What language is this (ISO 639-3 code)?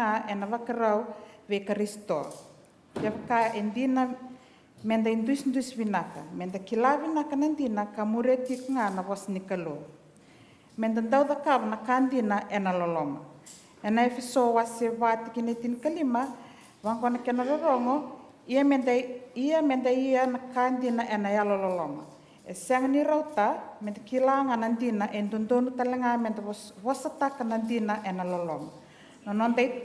fij